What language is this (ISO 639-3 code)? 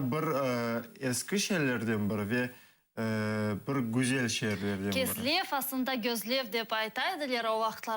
crh